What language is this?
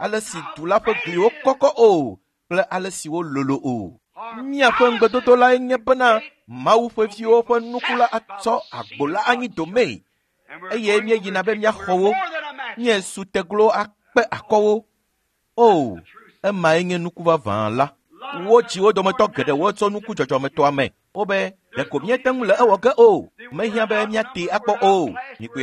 Ewe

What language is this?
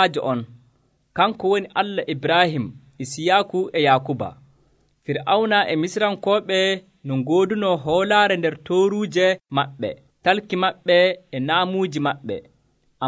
Nigerian Fulfulde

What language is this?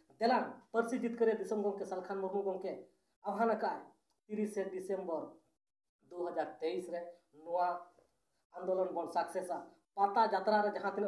Santali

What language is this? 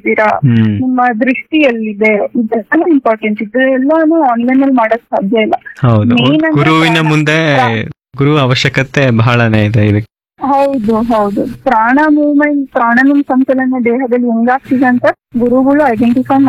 Kannada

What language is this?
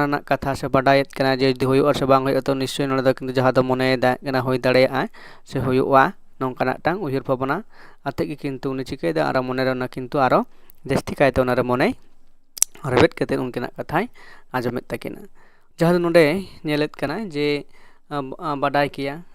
Santali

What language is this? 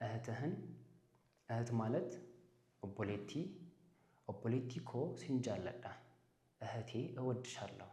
Amharic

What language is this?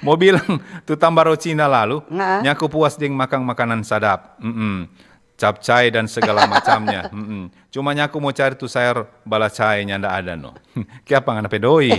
Manado Malay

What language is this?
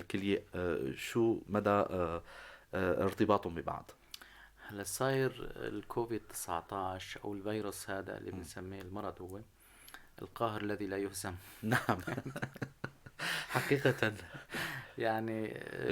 North Levantine Arabic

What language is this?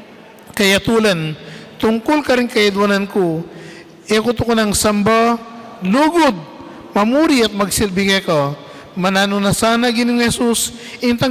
Pampanga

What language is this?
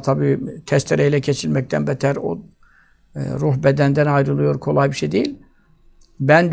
Turkish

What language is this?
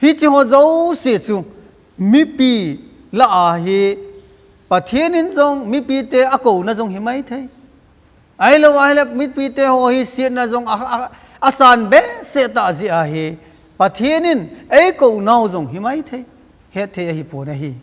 Thado Chin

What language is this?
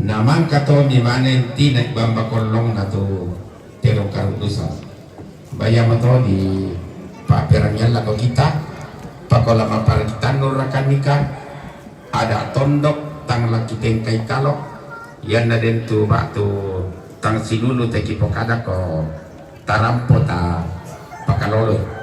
Toraja-Sa'dan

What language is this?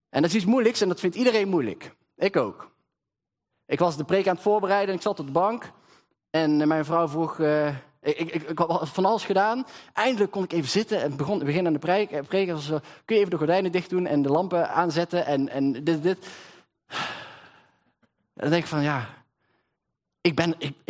Dutch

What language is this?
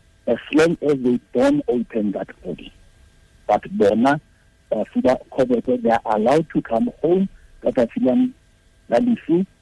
Tswana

